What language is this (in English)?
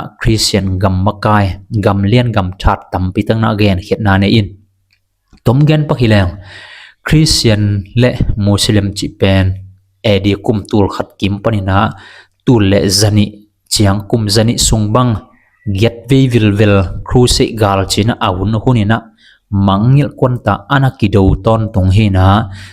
Tedim Chin